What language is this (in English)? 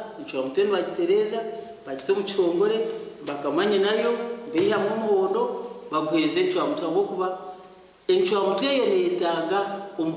Nyankole